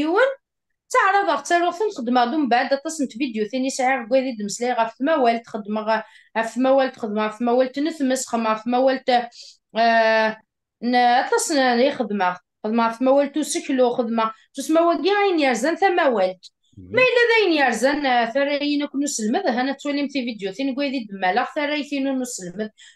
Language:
Kabyle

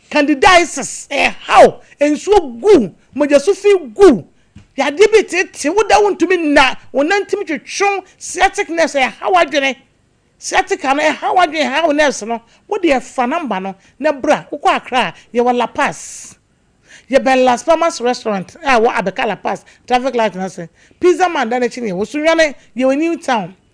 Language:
Akan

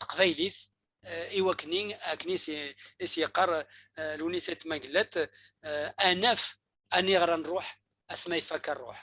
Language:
Kabyle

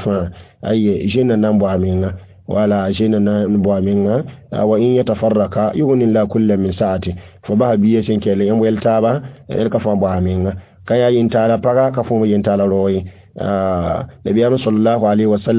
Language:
Mossi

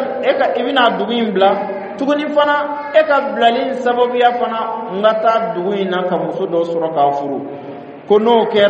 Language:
Bambara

